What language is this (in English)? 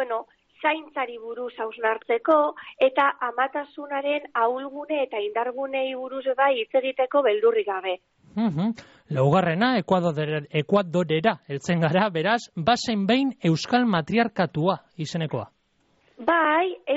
Basque